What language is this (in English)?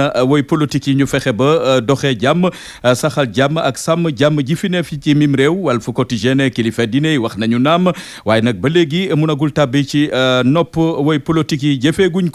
Wolof